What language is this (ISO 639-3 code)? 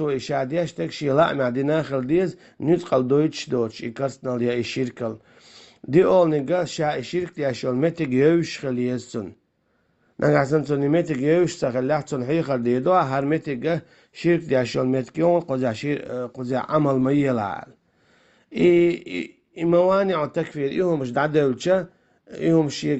che